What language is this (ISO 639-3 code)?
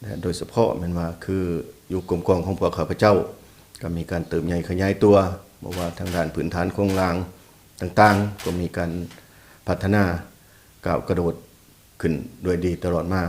lao